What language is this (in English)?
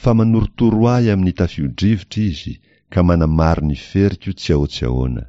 Malagasy